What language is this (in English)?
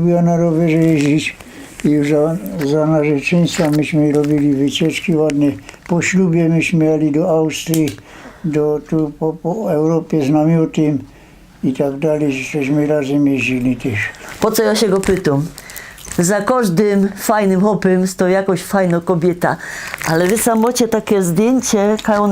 Silesian